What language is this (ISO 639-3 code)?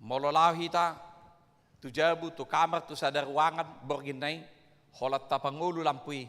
bbc